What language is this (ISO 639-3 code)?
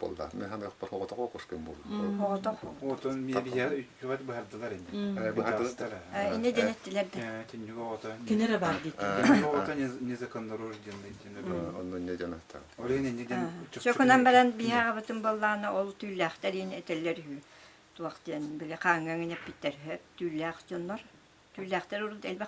sah